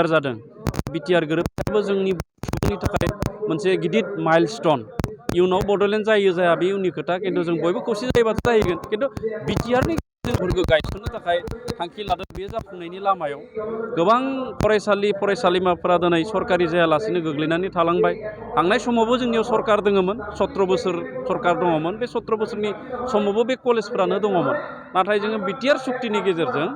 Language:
Bodo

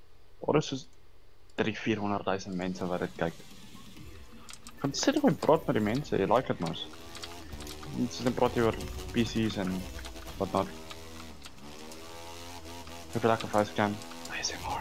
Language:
Afrikaans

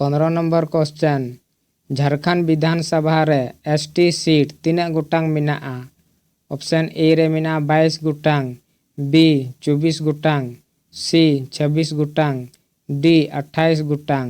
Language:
Santali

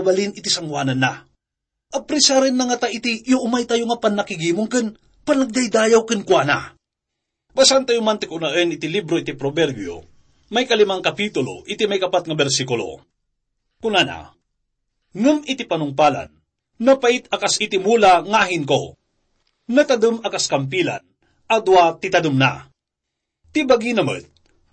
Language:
Iloko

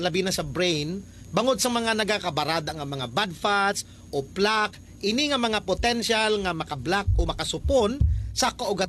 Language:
Hiligaynon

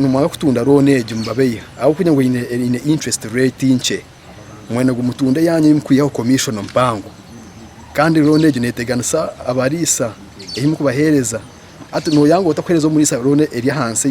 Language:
Nyankole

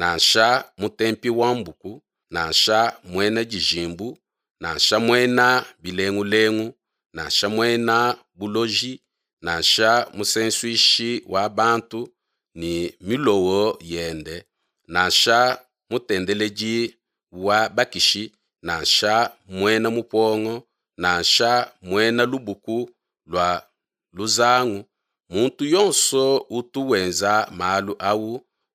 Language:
Luba-Lulua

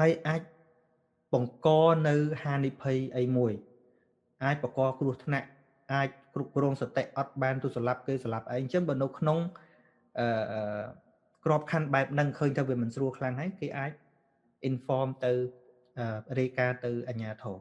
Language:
Khmer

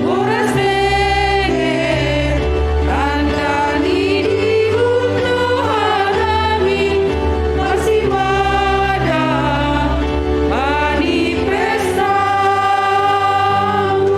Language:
Batak Simalungun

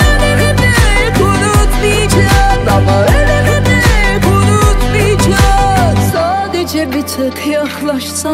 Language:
Turkish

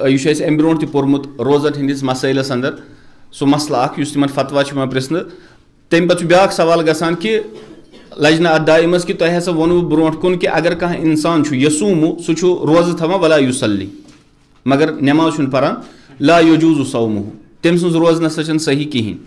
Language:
Kashmiri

